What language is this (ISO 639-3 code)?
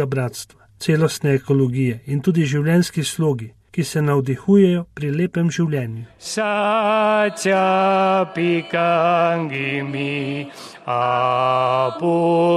slv